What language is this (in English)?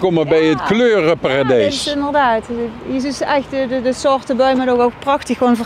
Limburgish